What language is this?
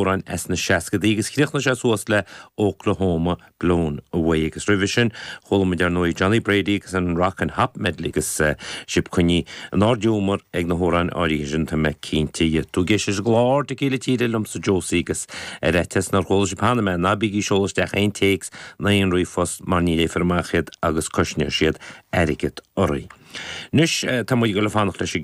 Irish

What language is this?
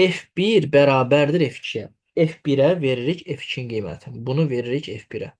Azerbaijani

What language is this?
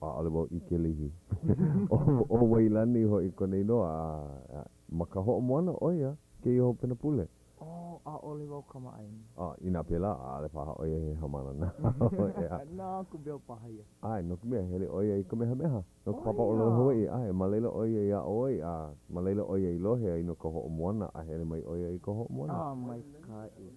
Hawaiian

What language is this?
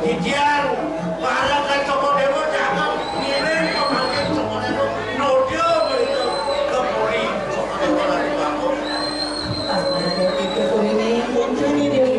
Balinese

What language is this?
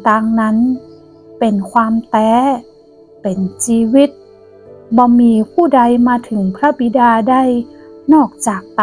Northern Thai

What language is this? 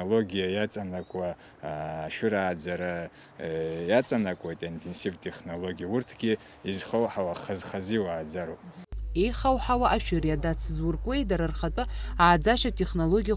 Abkhazian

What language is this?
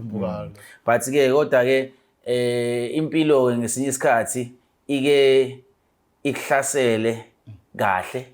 Zulu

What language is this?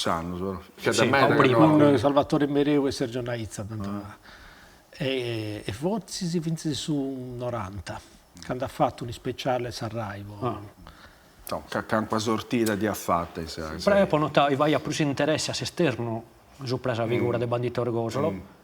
Sardinian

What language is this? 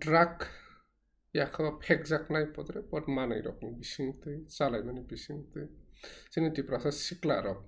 Kok Borok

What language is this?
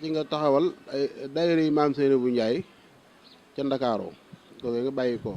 Wolof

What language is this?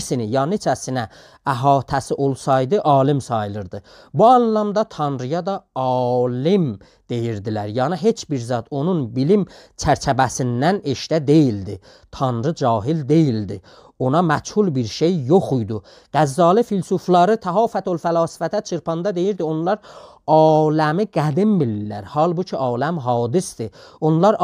South Azerbaijani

